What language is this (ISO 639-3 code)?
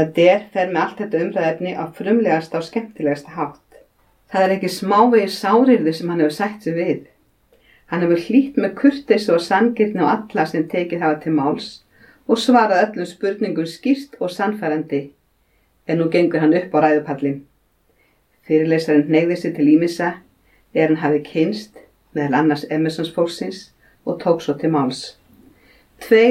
isl